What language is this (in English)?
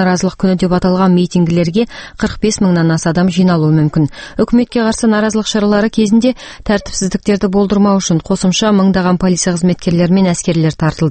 Kazakh